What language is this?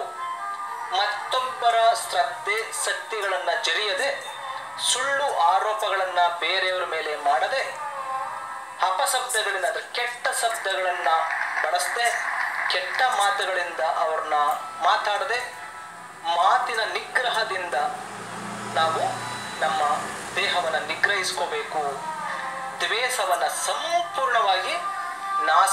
Kannada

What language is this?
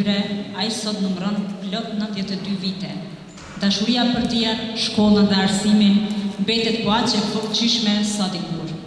Albanian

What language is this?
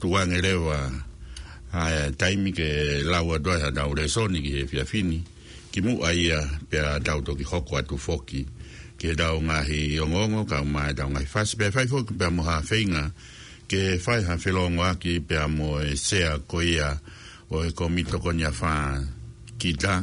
Tongan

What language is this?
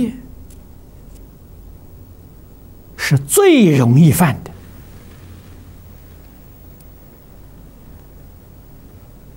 Chinese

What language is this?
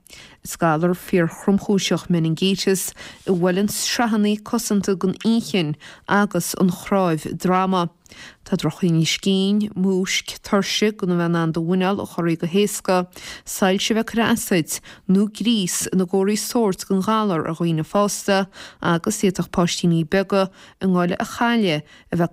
Irish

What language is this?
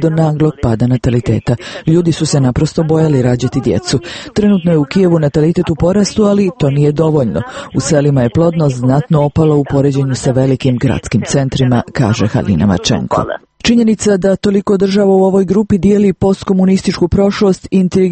Serbian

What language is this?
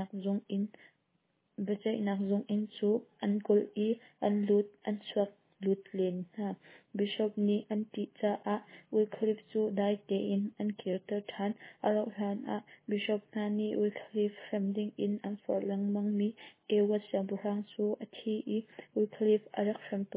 Hakha Chin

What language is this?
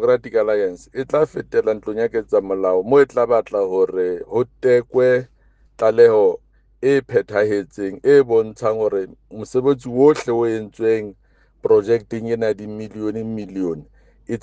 Southern Sotho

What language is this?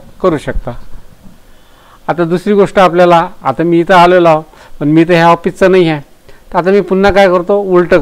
Marathi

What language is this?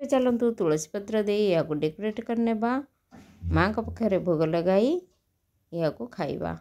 Odia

